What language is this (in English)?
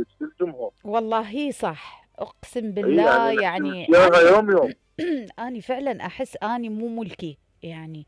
Mesopotamian Arabic